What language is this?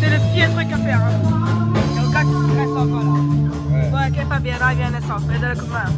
Réunion Creole French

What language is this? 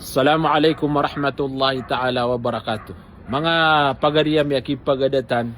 Maranao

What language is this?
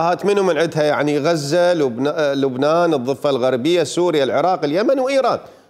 Mesopotamian Arabic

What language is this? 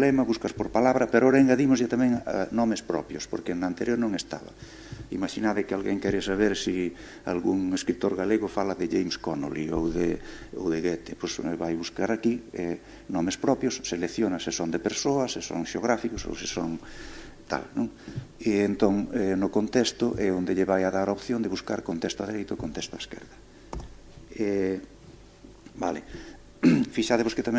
Galician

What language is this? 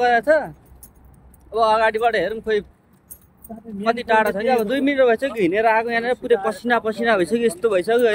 Nepali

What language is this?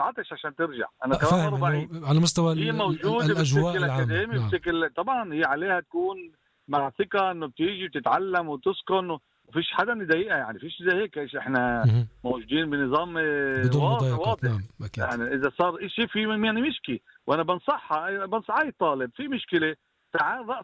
North Levantine Arabic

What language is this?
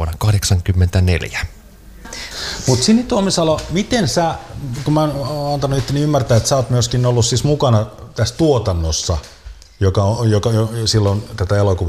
Finnish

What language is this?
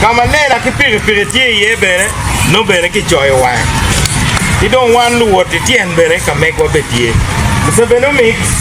Acoli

